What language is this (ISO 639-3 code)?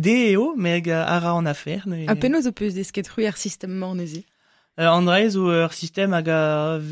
bre